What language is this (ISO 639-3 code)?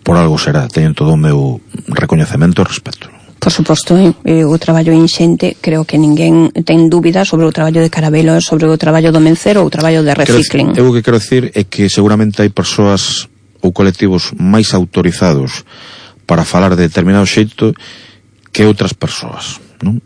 glg